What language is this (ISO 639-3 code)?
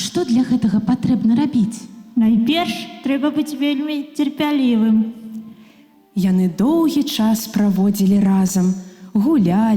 bel